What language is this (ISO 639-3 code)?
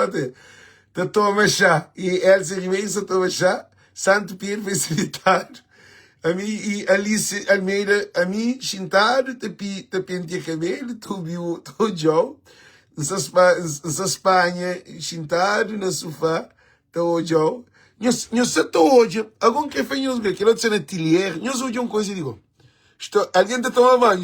kea